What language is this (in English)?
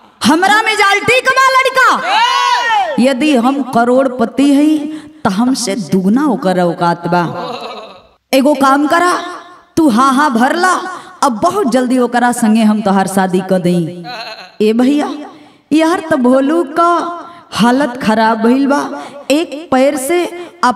Bhojpuri